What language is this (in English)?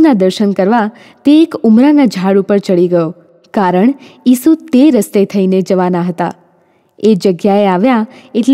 Gujarati